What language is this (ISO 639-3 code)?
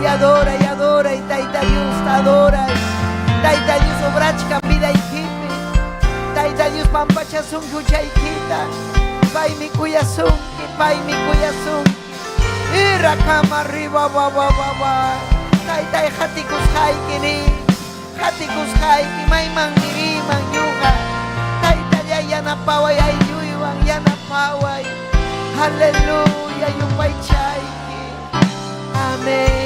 quy